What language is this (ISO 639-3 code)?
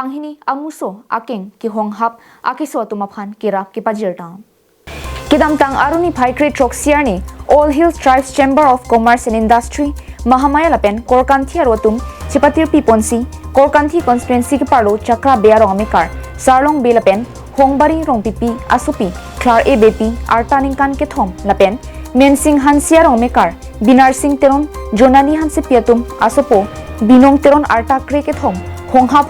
mjw